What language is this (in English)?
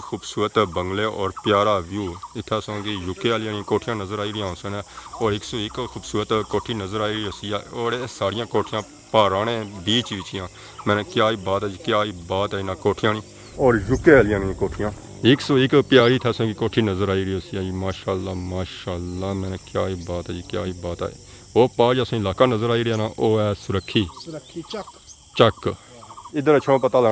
Pahari-Potwari